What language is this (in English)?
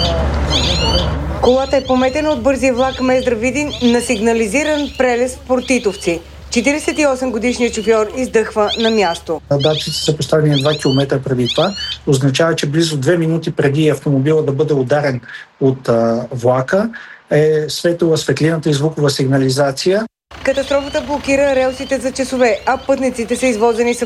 Bulgarian